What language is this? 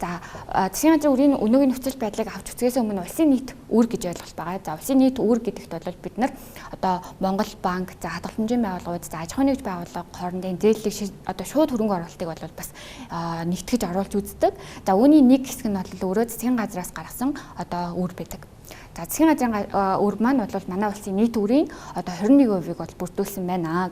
Mongolian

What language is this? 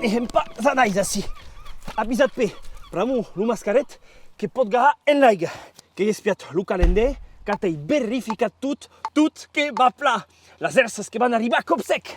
Occitan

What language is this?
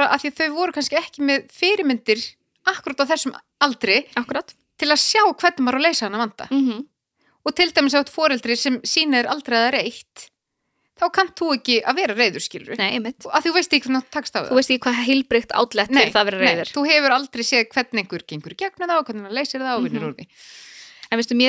Icelandic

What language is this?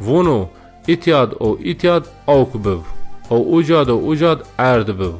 Zaza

